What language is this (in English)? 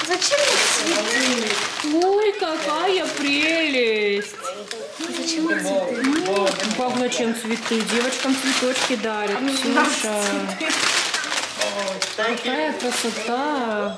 Russian